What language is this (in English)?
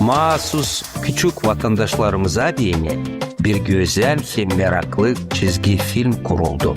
Gagauz